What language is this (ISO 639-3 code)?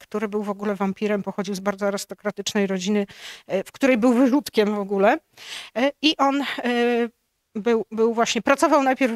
pol